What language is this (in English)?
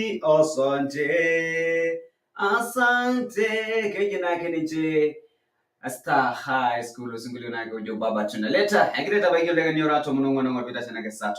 Masai